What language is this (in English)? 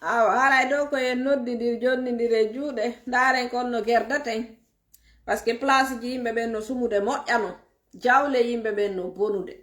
Fula